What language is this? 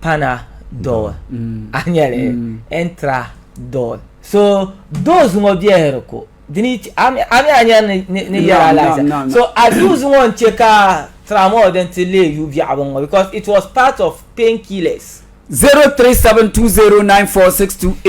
Dagbani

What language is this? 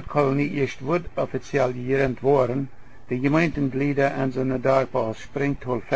Plautdietsch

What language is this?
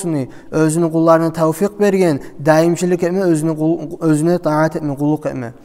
Kumyk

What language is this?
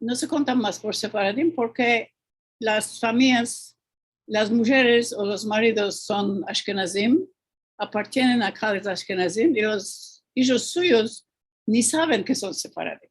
Ladino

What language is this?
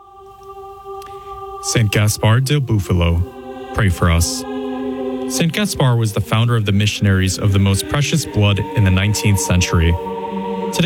English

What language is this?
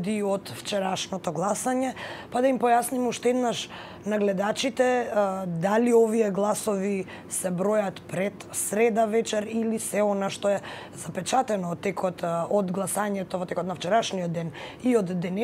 Macedonian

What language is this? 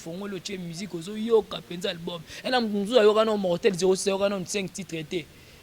Lingala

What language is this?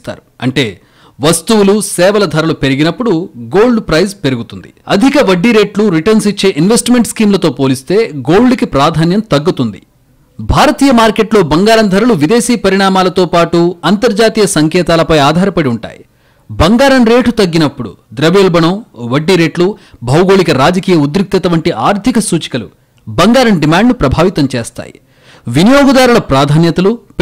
Telugu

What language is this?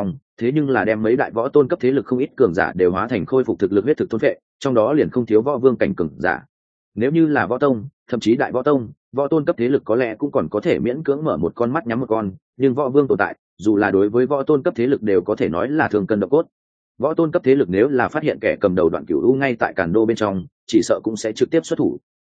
Vietnamese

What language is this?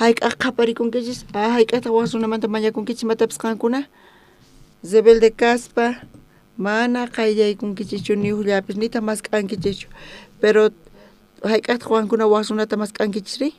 South Bolivian Quechua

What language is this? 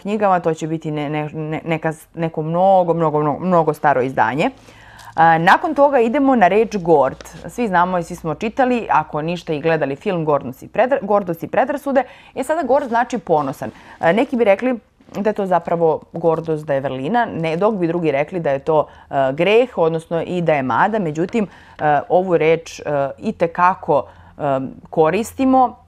Serbian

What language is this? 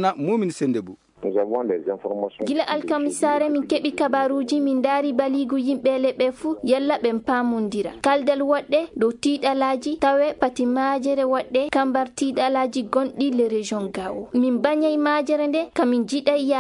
Fula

